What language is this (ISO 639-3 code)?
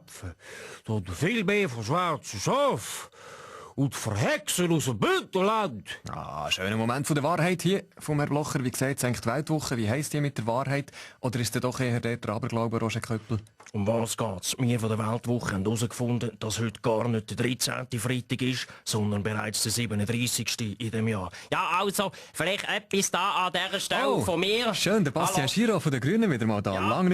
gsw